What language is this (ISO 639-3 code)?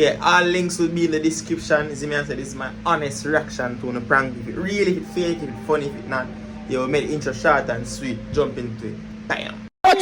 jam